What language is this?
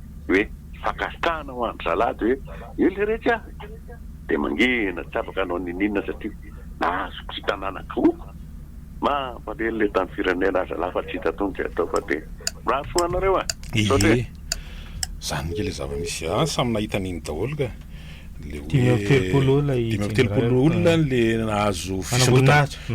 Malagasy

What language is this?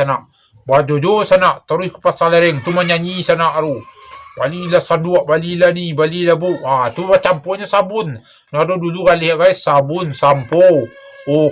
Minangkabau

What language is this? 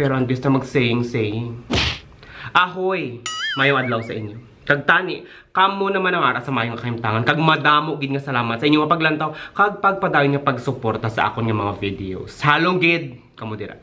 Hiligaynon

